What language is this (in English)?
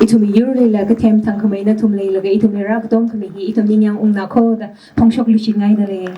Tangkhul Naga (India)